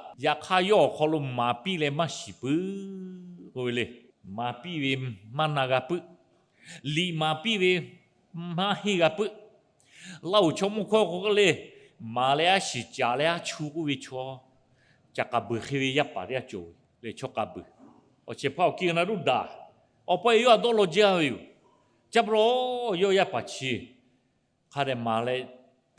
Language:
Lahu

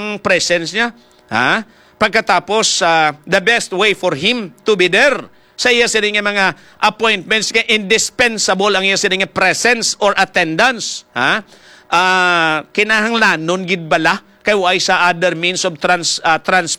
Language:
Hiligaynon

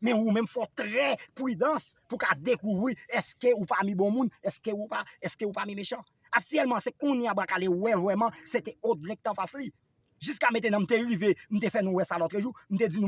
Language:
Haitian Creole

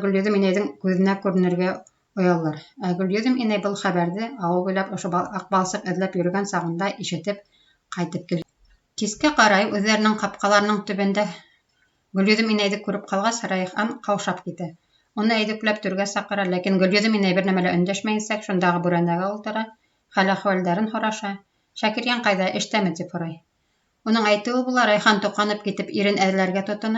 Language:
Bashkir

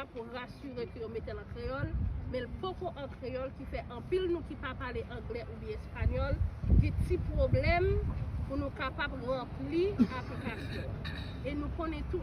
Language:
Haitian Creole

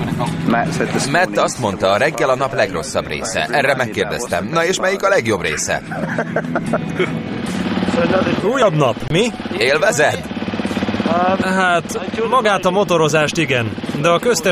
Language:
Hungarian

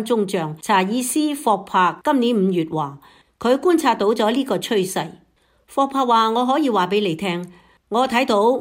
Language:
Cantonese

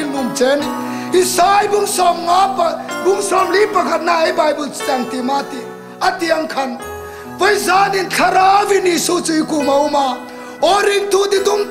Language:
Hmar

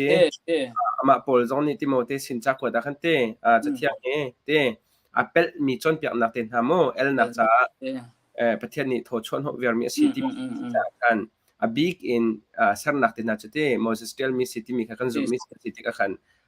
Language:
Hakha Chin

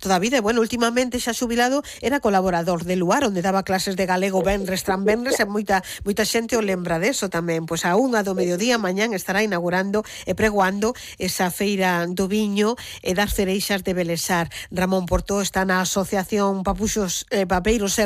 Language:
Galician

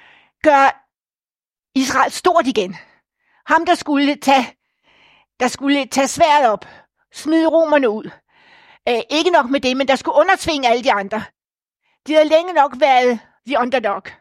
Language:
Danish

